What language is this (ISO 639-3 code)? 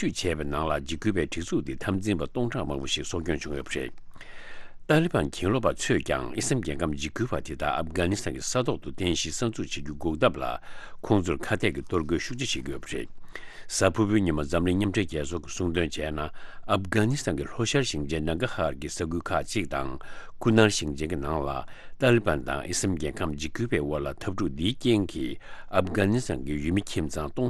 bod